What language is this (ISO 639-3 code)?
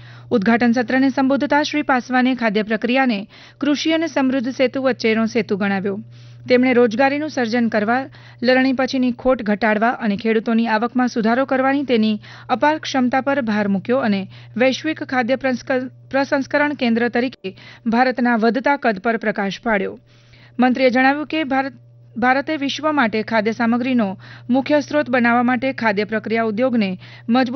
guj